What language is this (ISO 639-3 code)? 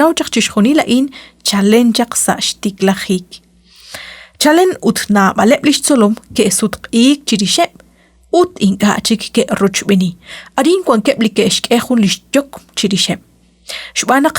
kek